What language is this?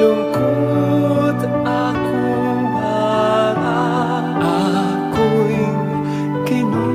Pampanga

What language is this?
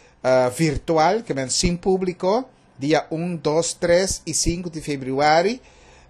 Papiamento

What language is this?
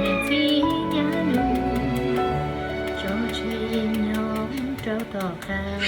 Hmong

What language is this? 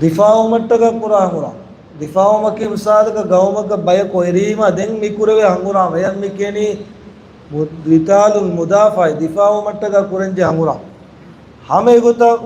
Divehi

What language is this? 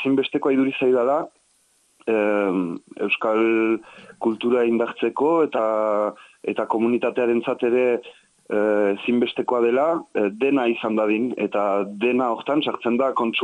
Basque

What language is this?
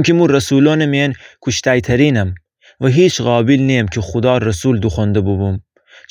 Gilaki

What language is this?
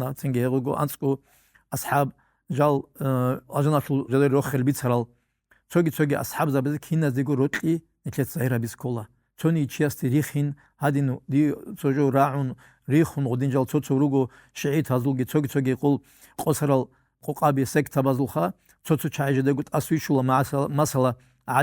Avaric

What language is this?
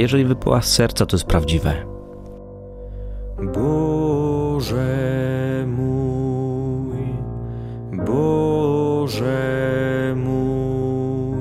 Polish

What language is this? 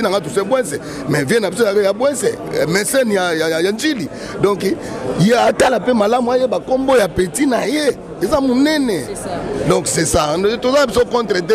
Lingala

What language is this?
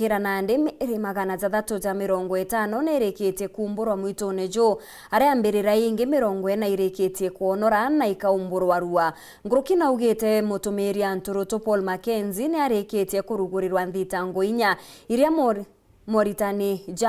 Meru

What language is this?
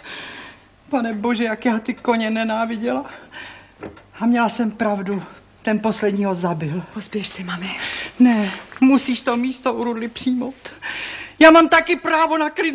Czech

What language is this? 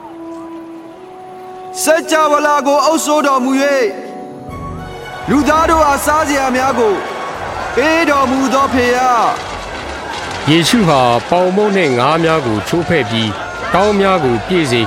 Burmese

